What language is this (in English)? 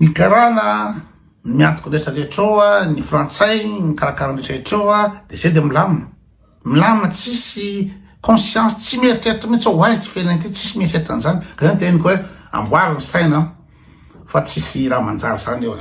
Malagasy